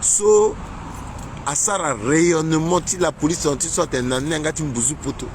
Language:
Sango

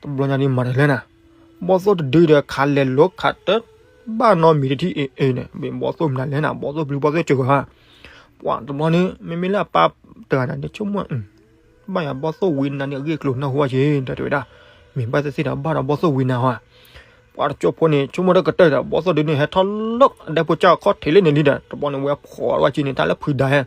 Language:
S'gaw Karen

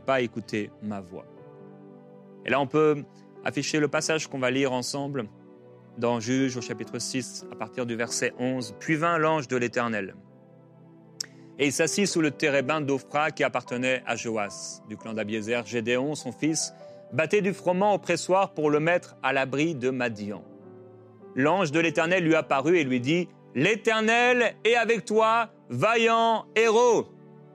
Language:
French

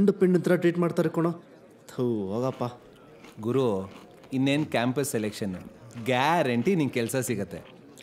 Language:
Kannada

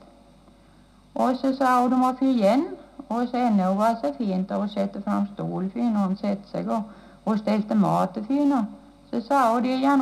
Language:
Norwegian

